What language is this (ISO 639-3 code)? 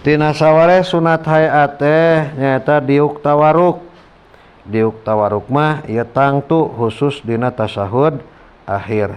sun